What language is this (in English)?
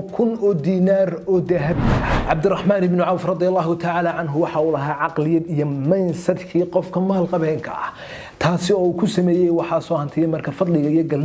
Somali